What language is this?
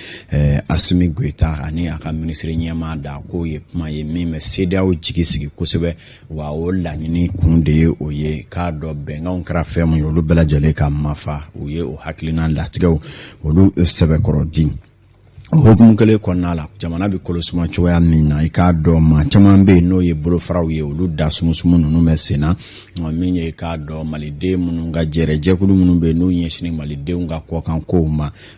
Bambara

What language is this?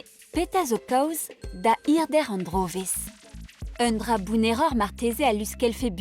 Breton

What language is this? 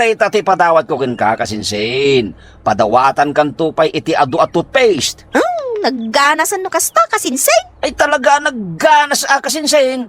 Iloko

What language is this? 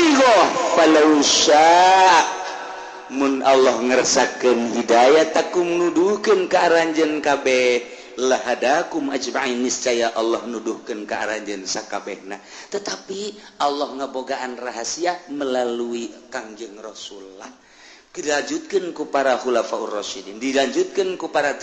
Sundanese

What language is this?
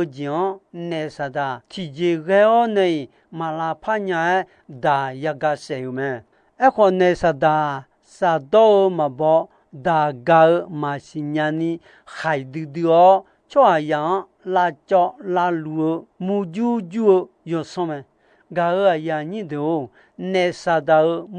Akha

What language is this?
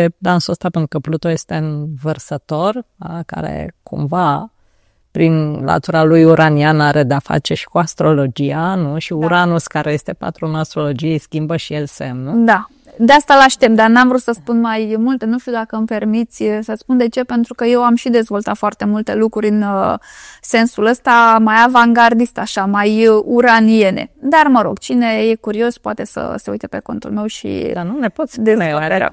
Romanian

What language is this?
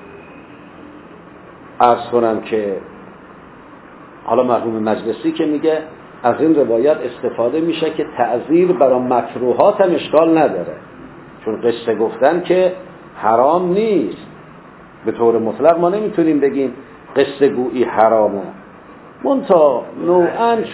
Persian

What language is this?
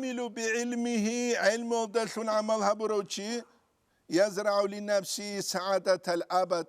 Avaric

